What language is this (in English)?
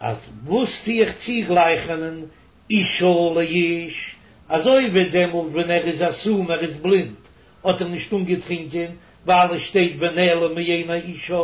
Yiddish